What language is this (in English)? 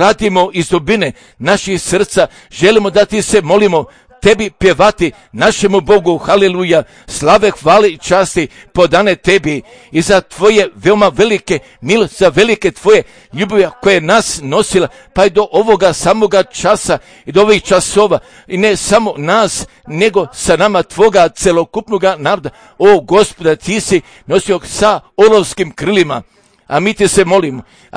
Serbian